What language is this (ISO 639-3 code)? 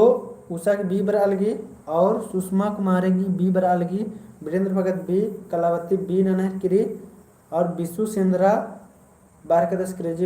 kru